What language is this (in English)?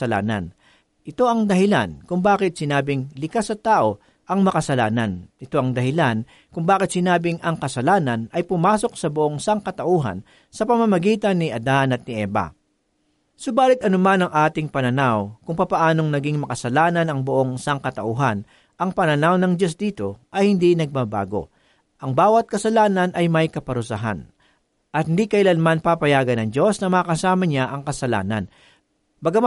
Filipino